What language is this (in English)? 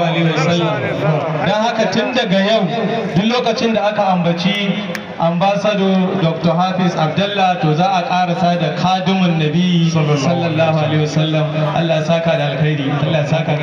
Hausa